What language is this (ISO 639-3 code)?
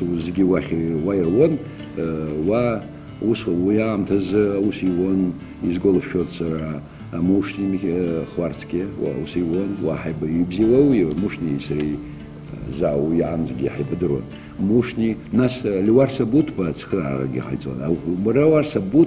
abk